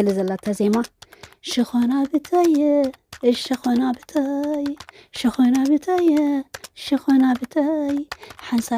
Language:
Tigrinya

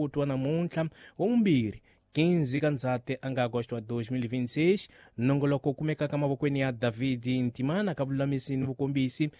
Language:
Tsonga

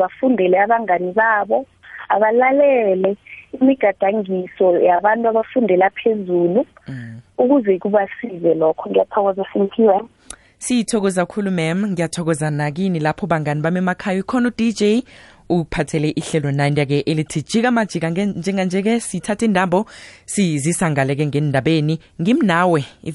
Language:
South Ndebele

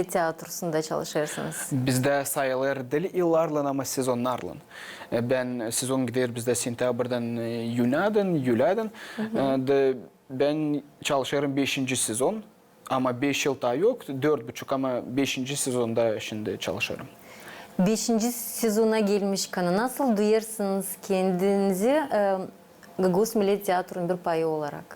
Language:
Gagauz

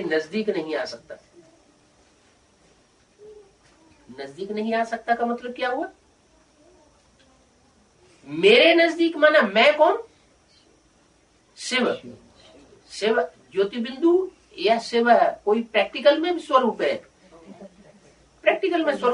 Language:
Hindi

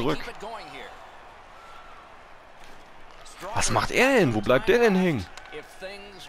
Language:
German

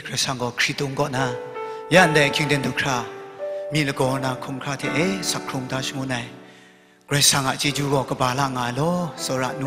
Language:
Kachin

